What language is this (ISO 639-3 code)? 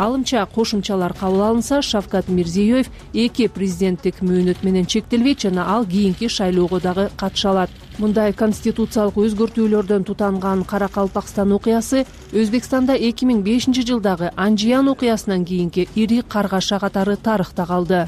kir